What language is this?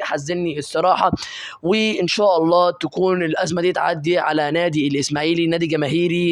Egyptian Arabic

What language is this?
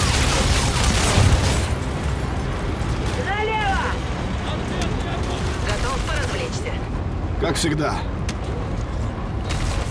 Russian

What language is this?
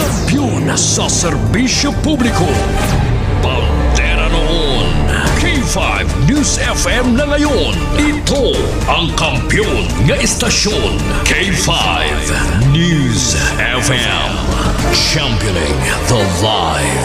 Hiligaynon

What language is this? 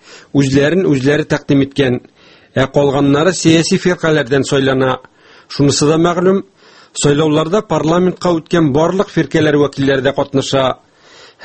Tatar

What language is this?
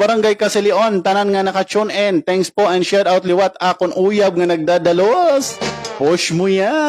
Waray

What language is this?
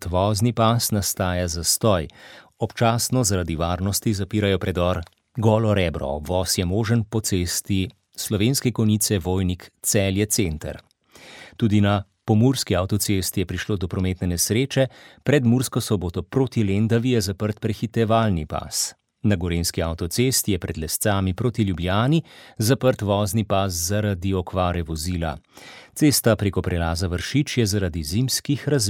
Slovenian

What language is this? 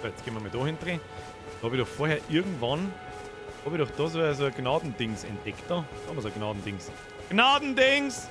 Bavarian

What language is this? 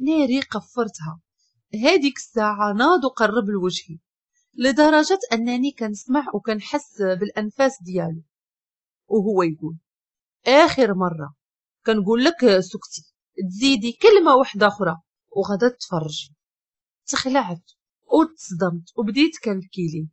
Moroccan Arabic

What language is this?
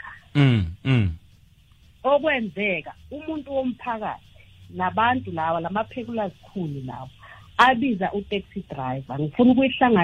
South Ndebele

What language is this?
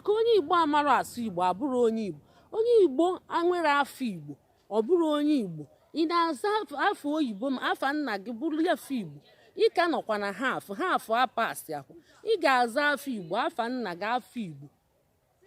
Igbo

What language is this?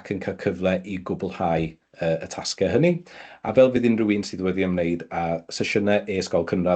Welsh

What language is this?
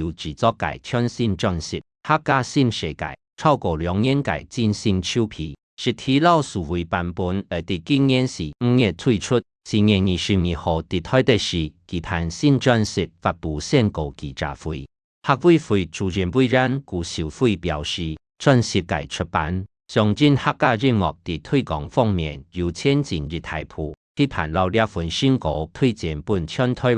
Hakka Chinese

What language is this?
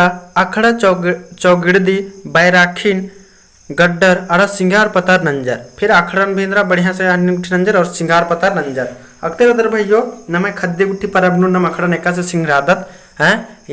Kurukh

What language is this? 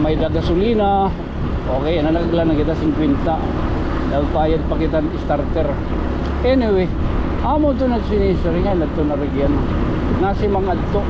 Waray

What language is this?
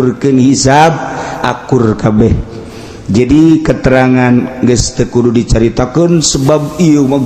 Sundanese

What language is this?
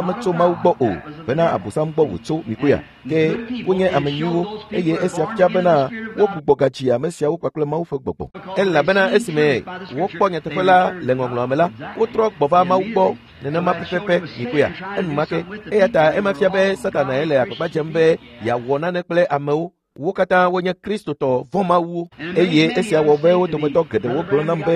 Ewe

